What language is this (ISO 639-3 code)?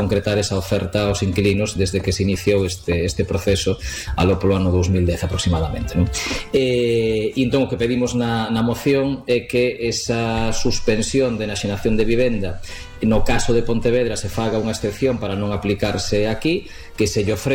glg